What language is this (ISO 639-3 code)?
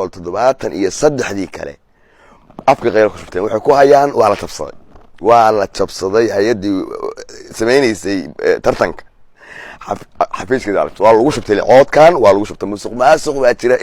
som